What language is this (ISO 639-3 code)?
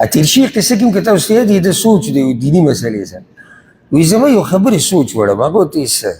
pus